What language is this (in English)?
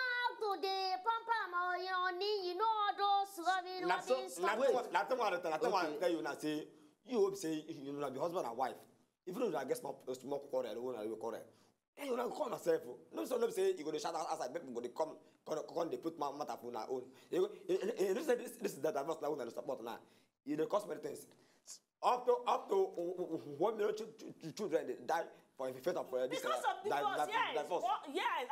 Nigerian Pidgin